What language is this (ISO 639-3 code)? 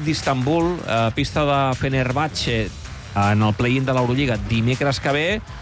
cat